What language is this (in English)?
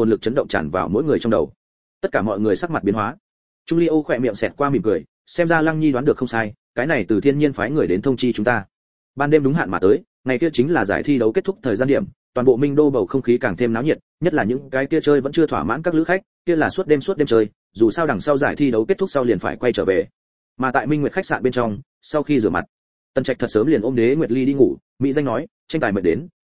Vietnamese